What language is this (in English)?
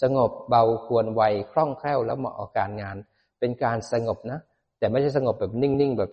Thai